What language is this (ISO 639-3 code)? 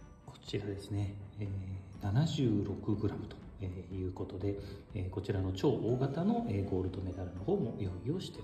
jpn